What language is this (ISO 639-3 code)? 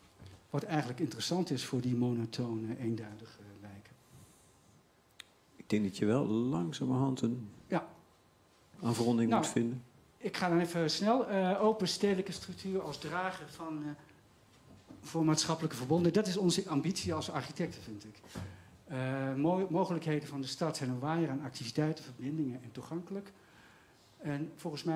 nld